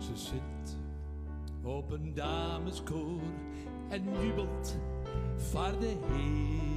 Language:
Western Frisian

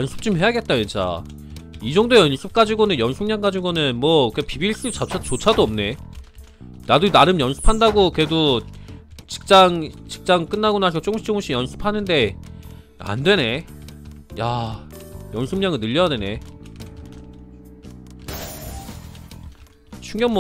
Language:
Korean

